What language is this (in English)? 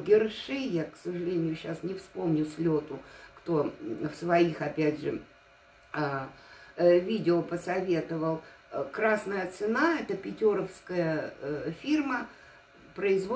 Russian